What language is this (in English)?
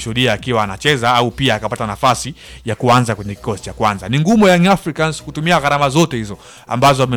Swahili